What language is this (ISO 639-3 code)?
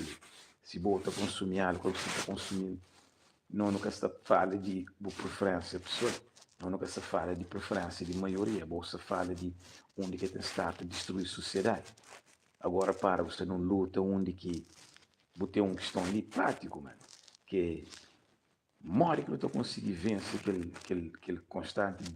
kea